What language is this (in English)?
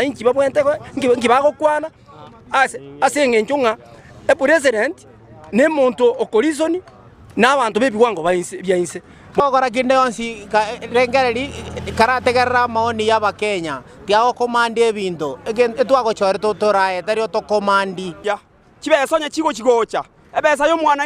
Gusii